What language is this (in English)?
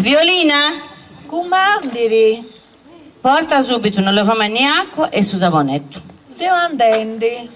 Sardinian